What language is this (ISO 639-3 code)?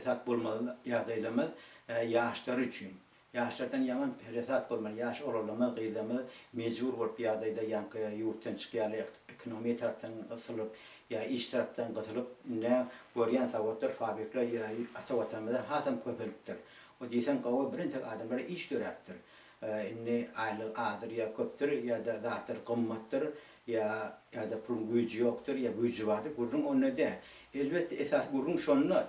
tuk